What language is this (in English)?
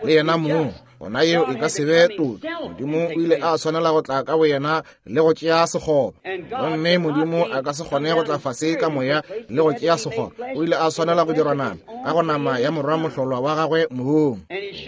Northern Sotho